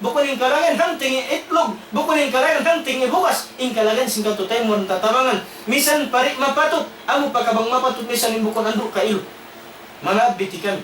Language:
Tausug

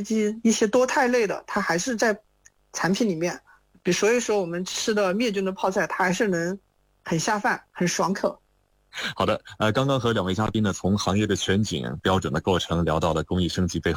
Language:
Chinese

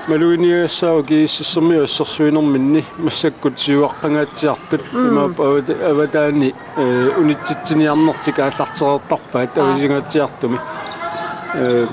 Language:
Kalaallisut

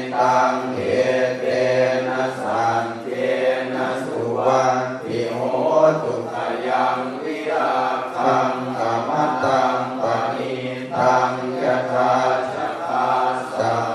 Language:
Pali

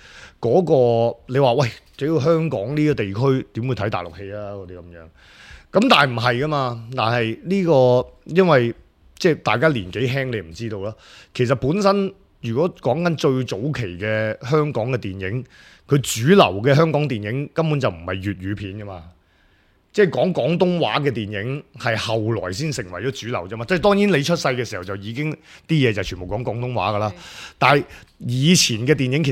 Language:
Cantonese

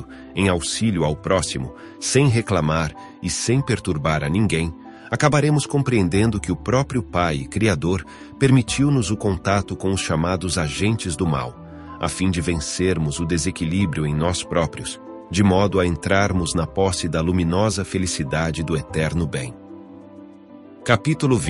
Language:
Portuguese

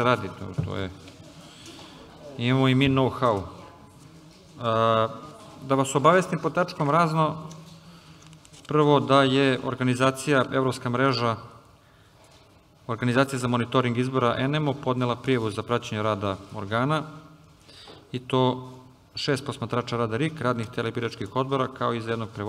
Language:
Serbian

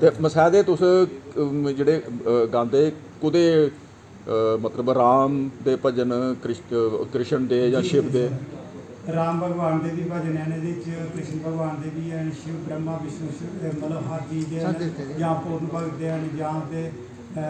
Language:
Dogri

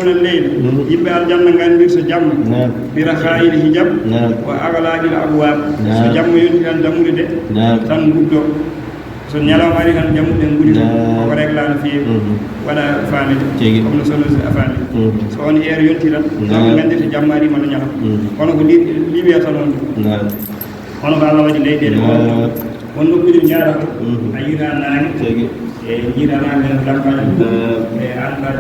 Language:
Fula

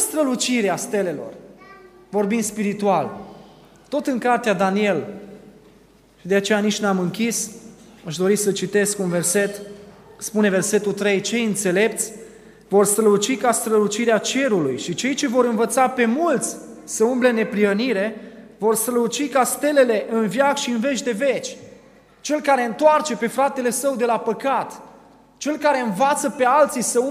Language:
Romanian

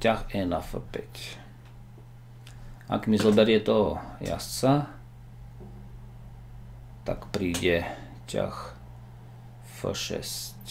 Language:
Slovak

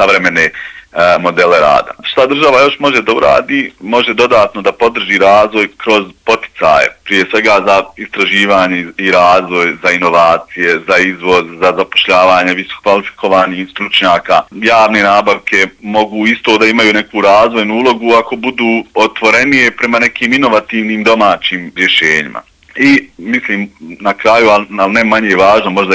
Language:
Bosnian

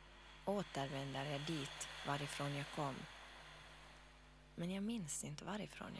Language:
Swedish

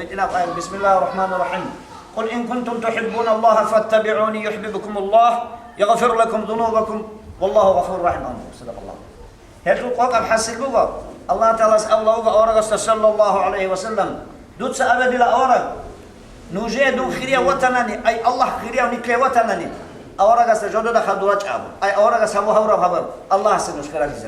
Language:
Avaric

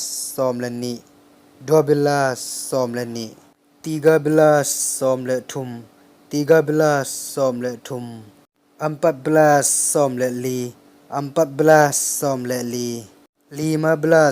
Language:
Tedim Chin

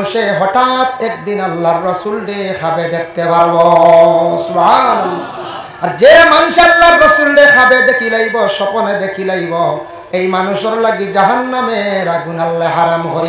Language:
Sylheti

